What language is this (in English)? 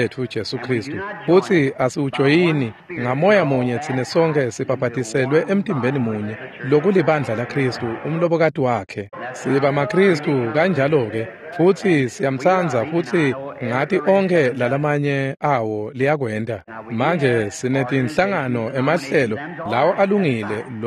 Swati